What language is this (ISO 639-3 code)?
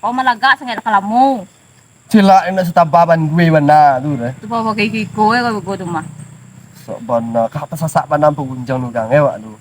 min